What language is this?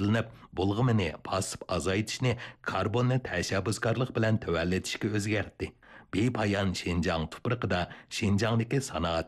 Uyghur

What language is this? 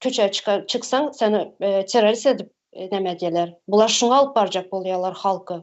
Turkmen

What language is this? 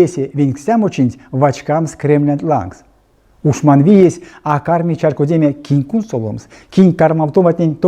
Erzya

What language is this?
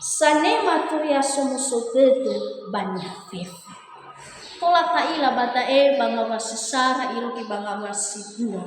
Nias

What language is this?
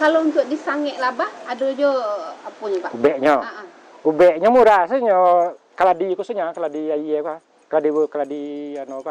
Minangkabau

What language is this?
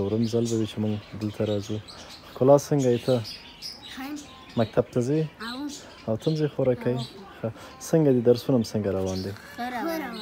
Pashto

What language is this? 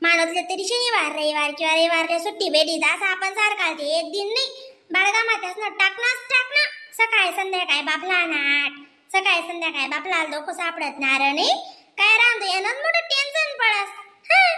Khandesi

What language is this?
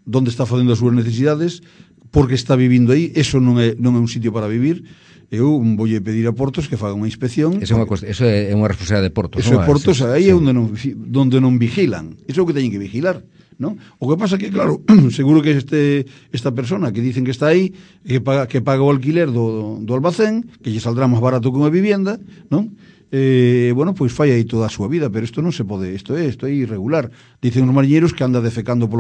Galician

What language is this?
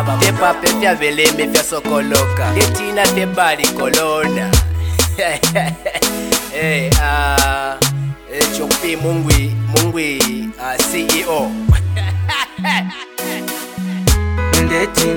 Bemba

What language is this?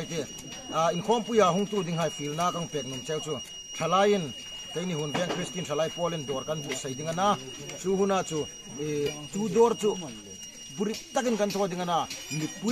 Hmar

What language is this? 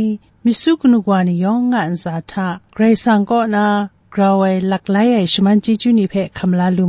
Kachin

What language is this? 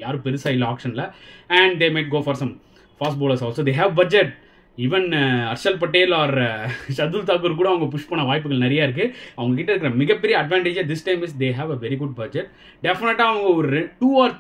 Tamil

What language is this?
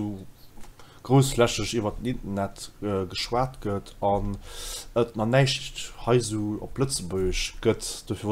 Luxembourgish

